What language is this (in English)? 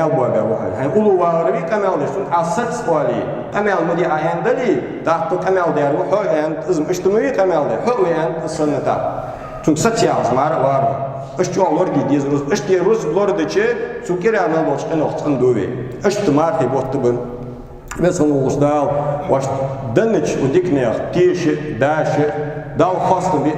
Ingush